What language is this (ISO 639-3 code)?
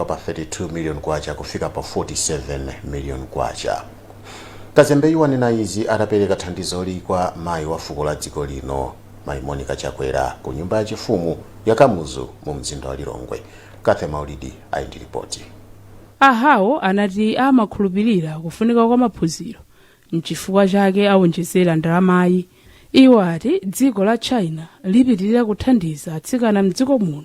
nya